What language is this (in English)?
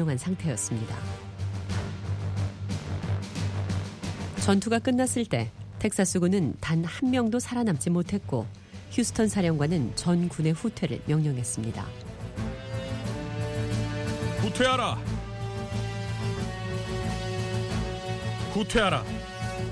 Korean